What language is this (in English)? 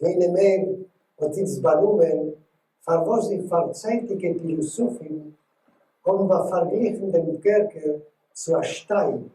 Yiddish